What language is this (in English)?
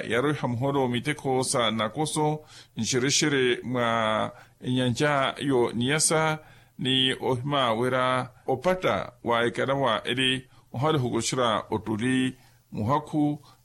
Makhuwa